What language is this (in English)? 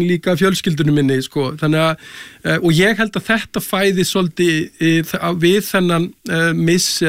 Icelandic